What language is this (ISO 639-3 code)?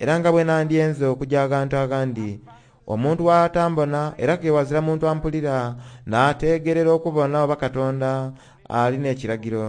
xog